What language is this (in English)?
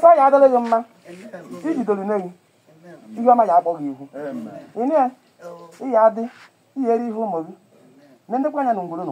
Igbo